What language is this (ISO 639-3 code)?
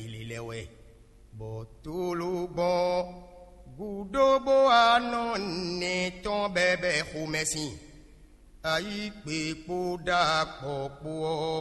fon